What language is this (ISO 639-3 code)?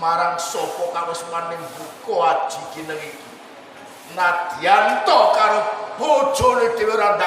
jav